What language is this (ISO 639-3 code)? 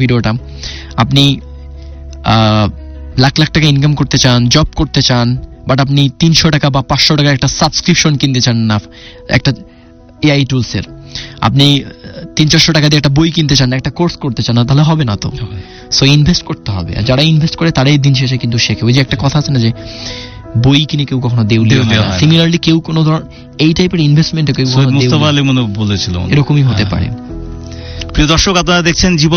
ben